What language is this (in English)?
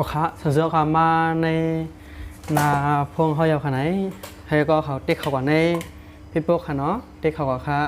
Shan